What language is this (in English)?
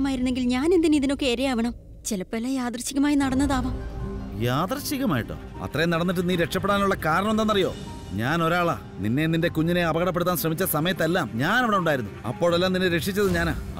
Malayalam